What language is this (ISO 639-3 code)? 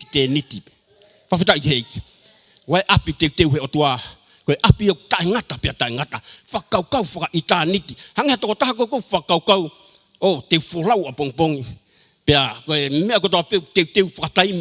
ton